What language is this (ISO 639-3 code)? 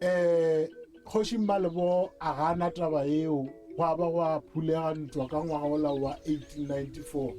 nso